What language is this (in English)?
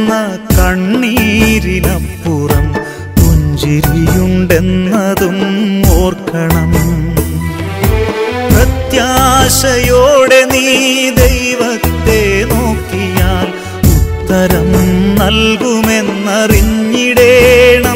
Malayalam